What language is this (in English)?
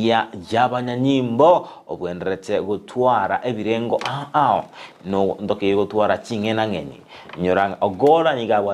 Gusii